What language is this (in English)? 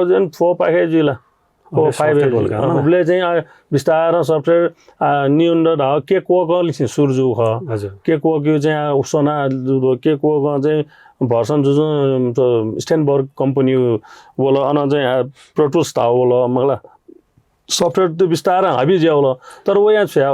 Newari